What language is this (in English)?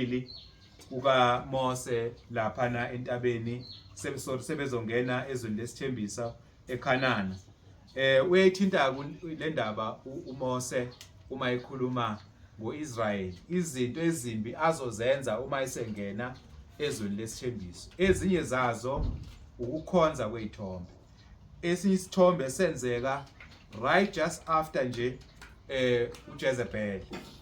Zulu